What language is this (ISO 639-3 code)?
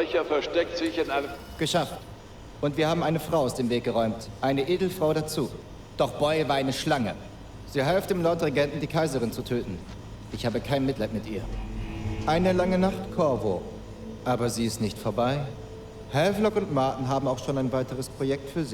bar